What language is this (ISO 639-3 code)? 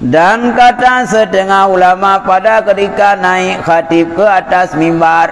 ace